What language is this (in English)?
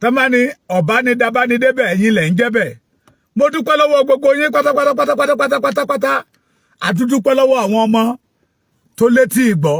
Yoruba